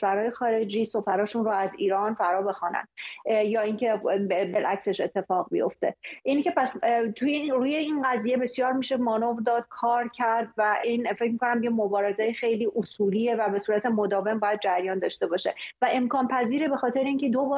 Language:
Persian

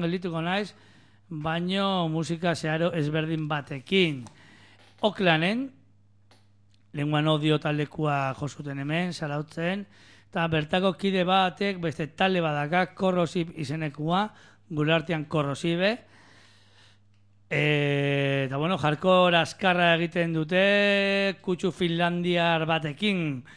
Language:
Basque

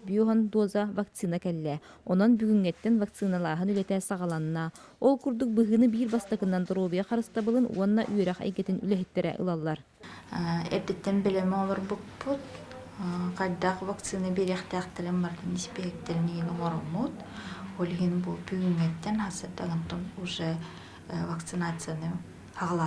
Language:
Yakut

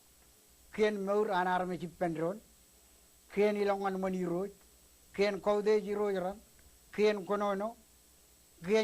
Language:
Marshallese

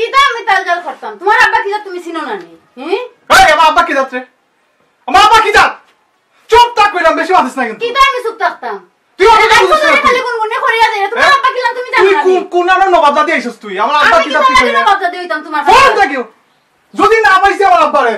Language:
Sylheti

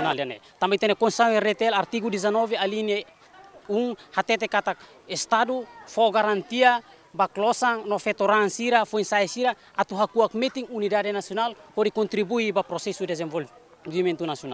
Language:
Tetum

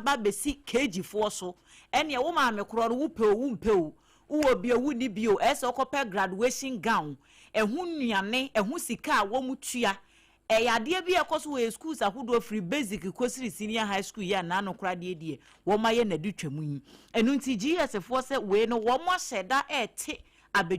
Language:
Akan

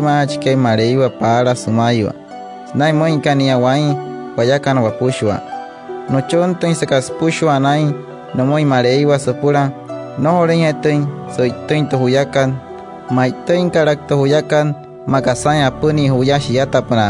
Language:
Wayuu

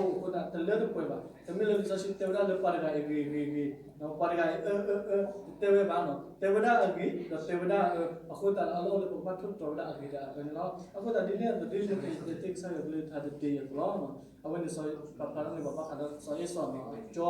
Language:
S'gaw Karen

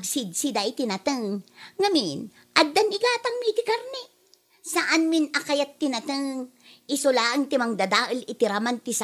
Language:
Iloko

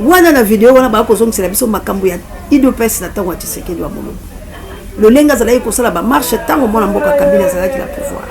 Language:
Lingala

